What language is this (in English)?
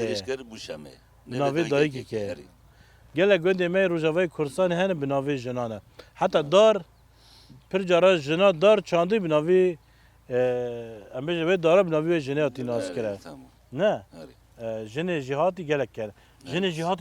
Kurdish